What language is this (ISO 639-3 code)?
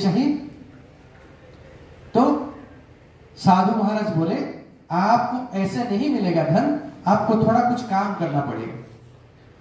hin